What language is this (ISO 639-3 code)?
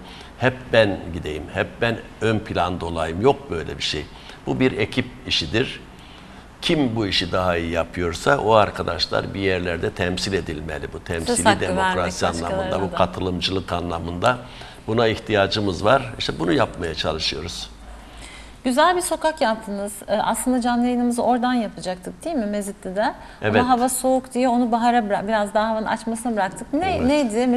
tur